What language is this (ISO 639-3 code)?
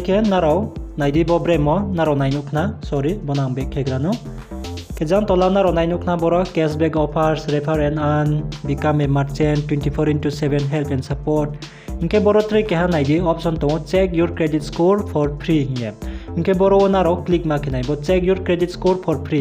ria